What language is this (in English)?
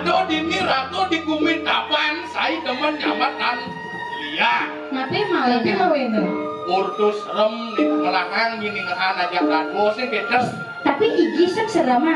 Balinese